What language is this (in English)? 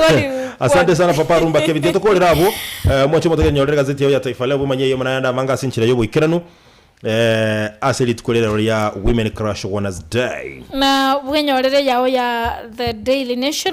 Gusii